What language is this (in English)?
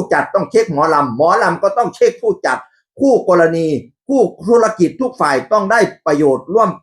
Northeastern Thai